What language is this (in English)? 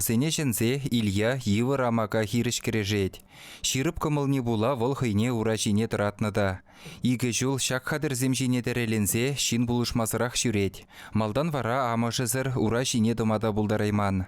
Chuvash